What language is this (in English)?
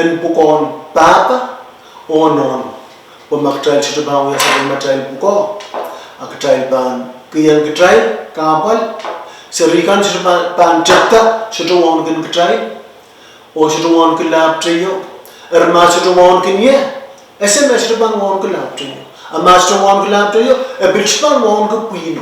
Pohnpeian